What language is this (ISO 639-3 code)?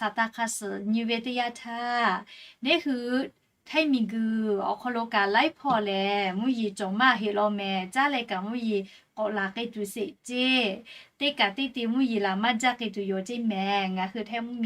lhu